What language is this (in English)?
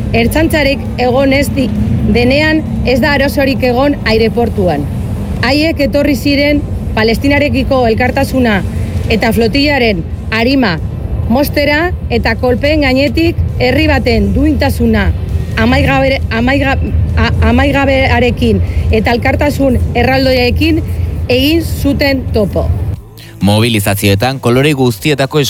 Basque